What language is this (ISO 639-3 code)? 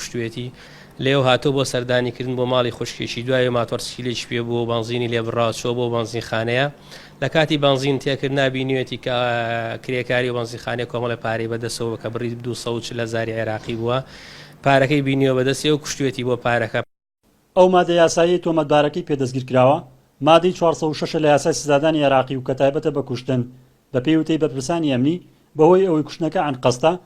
ckb